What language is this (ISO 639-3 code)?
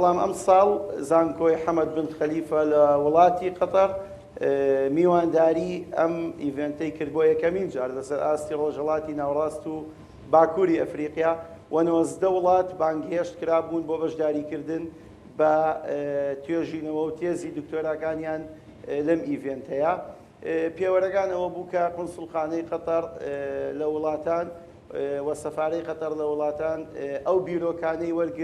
ckb